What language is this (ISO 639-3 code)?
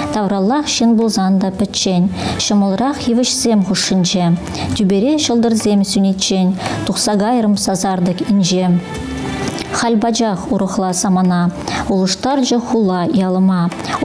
chv